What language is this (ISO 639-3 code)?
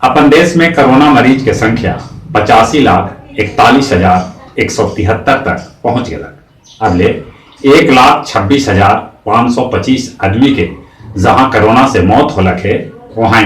mag